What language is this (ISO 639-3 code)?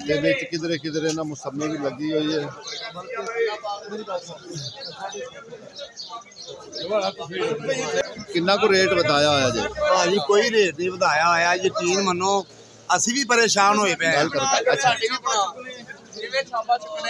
pan